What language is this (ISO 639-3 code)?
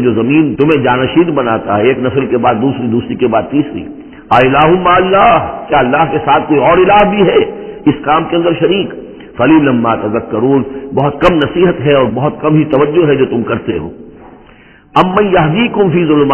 urd